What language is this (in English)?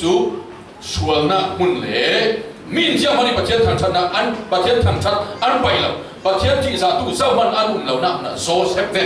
Falam Chin